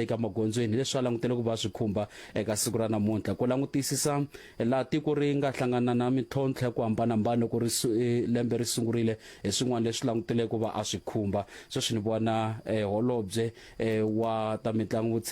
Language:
Tsonga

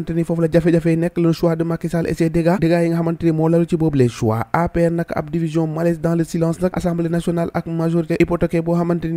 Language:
Wolof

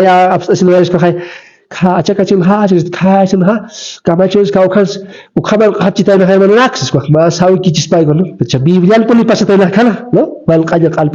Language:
Aymara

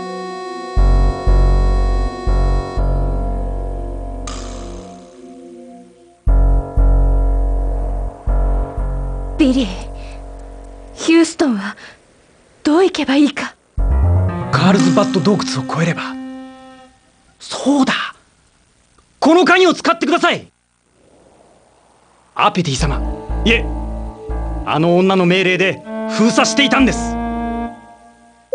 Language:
Japanese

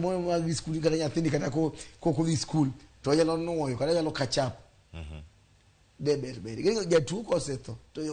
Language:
Luo (Kenya and Tanzania)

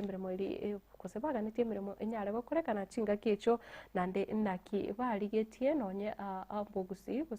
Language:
Gusii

